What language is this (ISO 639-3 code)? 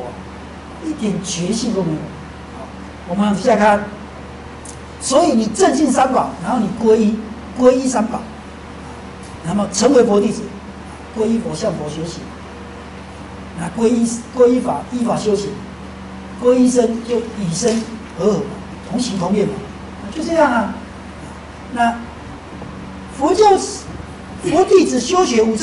zho